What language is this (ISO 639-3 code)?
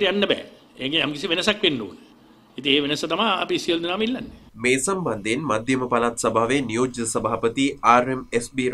sin